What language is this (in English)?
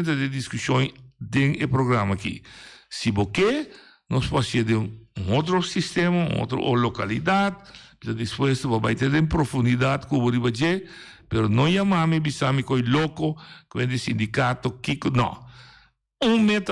Papiamento